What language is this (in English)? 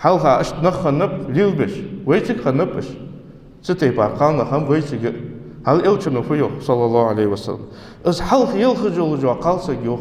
Ingush